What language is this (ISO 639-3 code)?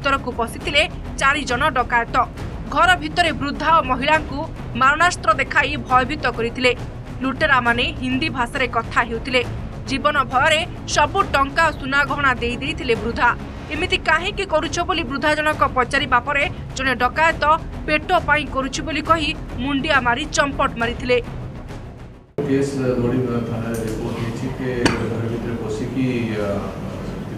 ori